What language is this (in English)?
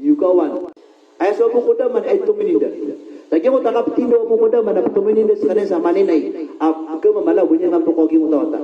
Maranao